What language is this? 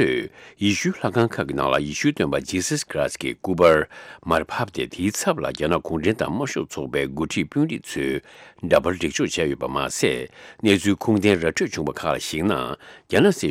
Tibetan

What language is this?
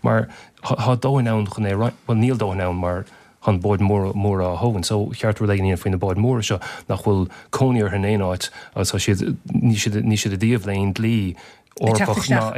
Irish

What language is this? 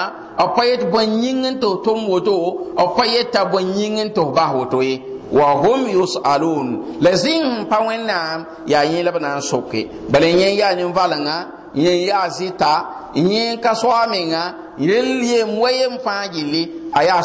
Mossi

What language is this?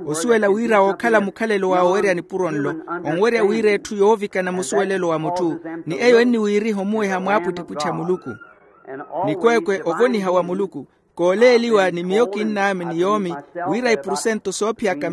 Makhuwa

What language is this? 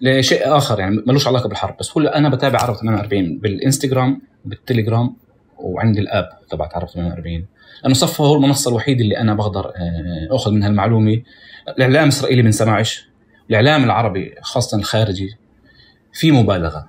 North Levantine Arabic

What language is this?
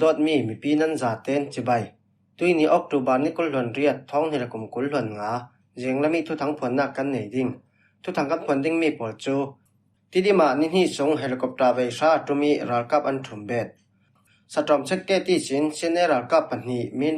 Falam Chin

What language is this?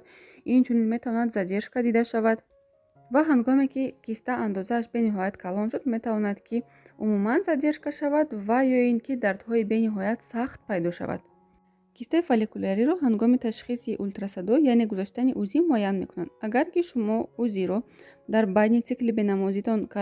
Tajik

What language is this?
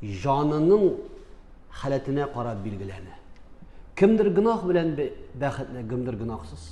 Tatar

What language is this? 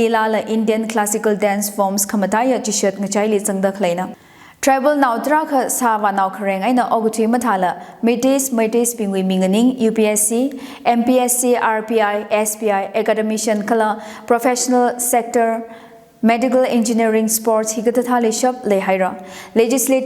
Tangkhul Naga (India)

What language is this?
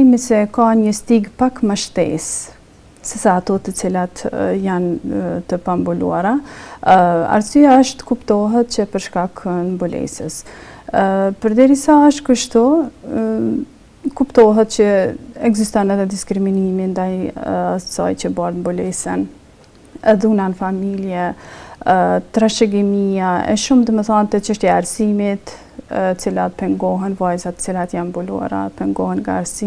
Albanian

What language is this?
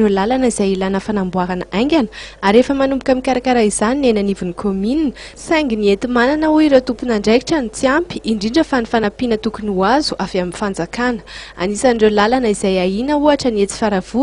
Malagasy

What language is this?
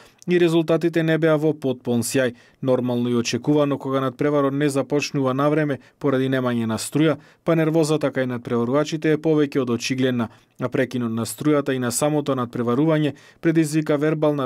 Macedonian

